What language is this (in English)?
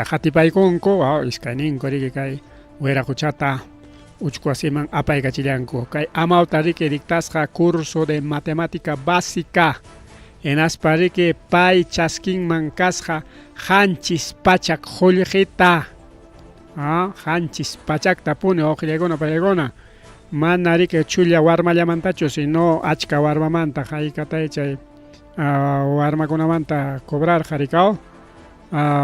Ayacucho Quechua